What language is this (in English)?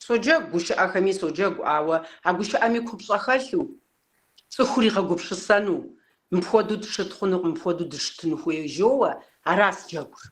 Kabardian